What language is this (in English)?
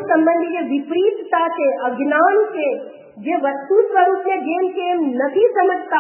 Gujarati